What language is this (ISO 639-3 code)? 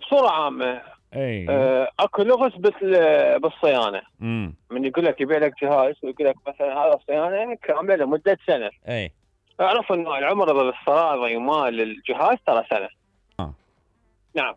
acm